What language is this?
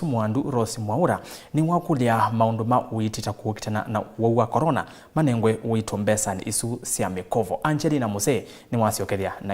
Kamba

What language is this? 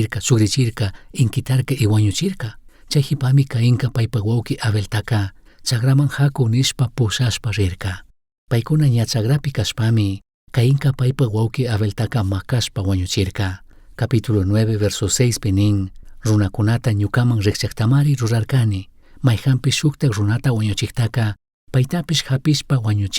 Chimborazo Highland Quichua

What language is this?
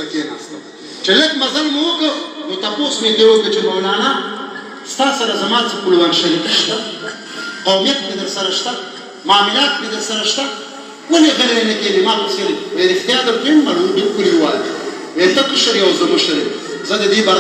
Pashto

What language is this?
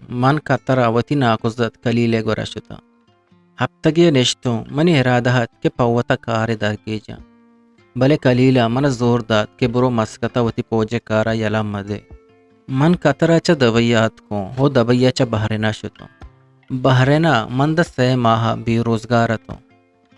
Eastern Balochi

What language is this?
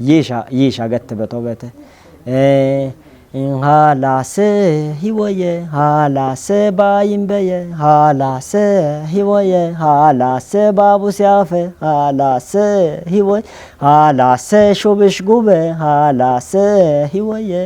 Kafa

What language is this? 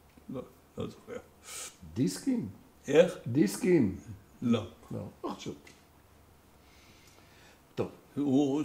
Hebrew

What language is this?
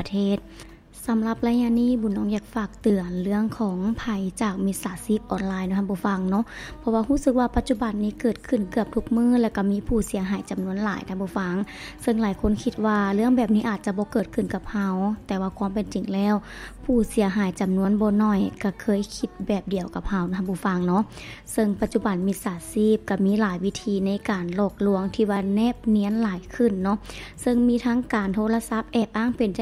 Lao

